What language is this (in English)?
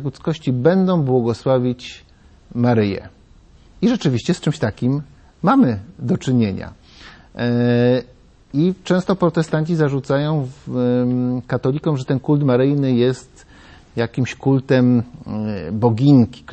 Polish